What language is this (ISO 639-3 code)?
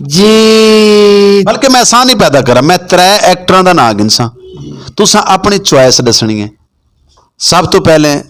skr